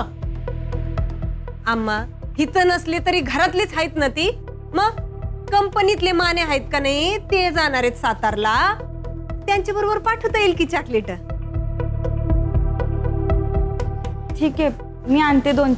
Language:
Marathi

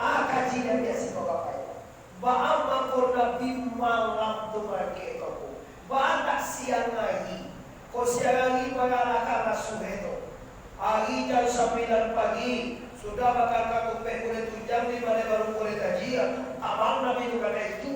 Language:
Minangkabau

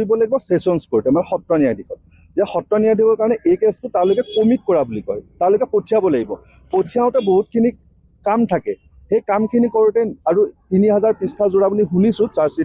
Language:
Assamese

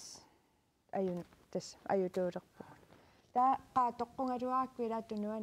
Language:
Kalaallisut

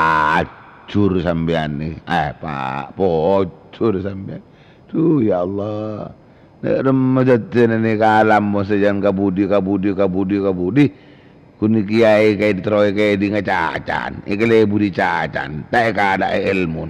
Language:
Madurese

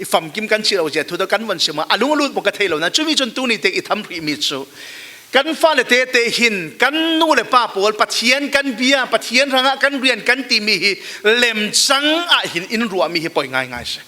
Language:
Falam Chin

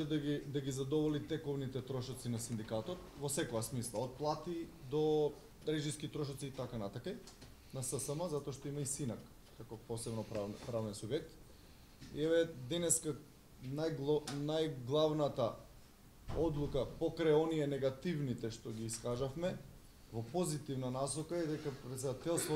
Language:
Macedonian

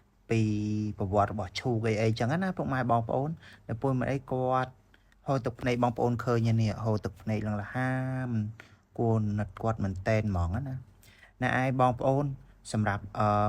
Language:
Khmer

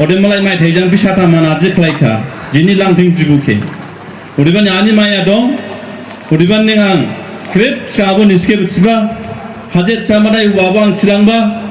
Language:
Dimasa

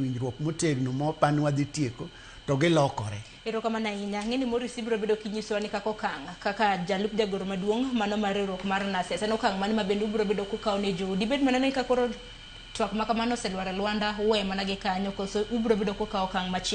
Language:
Luo (Kenya and Tanzania)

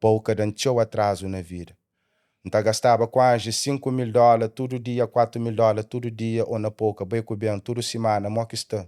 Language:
Kabuverdianu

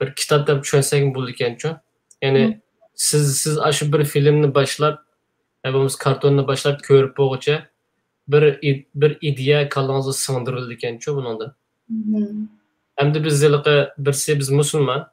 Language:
Uyghur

